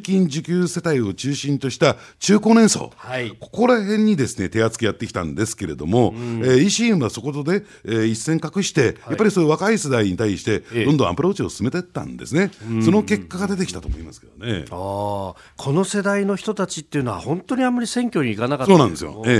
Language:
Japanese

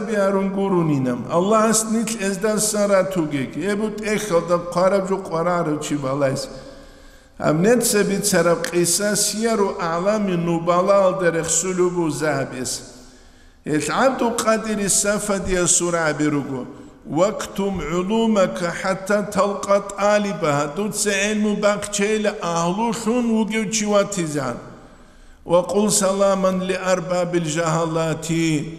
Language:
Avaric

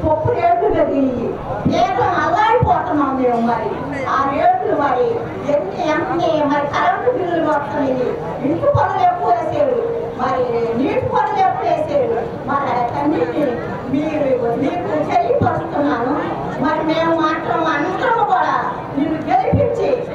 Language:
Telugu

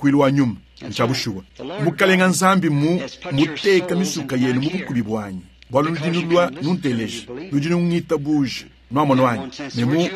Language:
Luba-Lulua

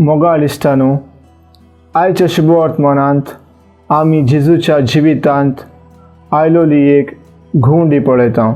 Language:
Konkani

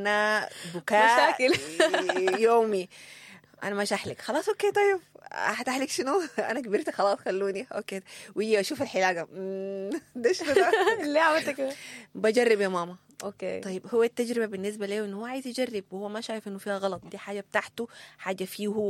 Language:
Sudanese Arabic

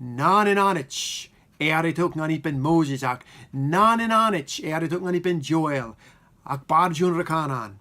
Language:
Marshallese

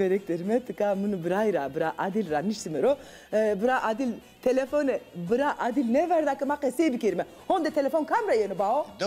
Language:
Zaza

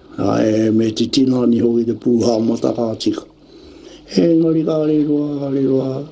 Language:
Māori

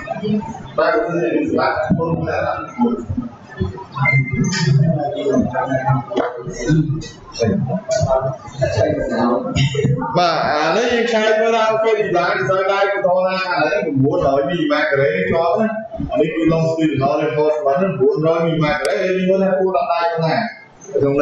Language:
Vietnamese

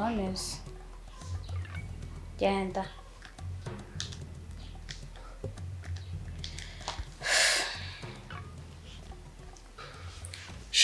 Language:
Kinyarwanda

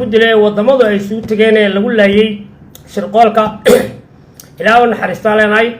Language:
Somali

